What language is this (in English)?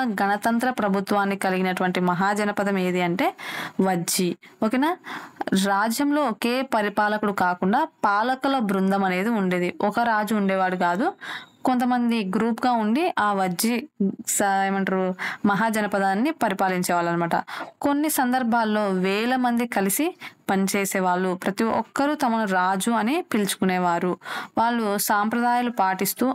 Telugu